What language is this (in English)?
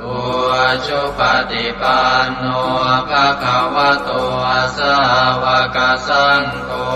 Pali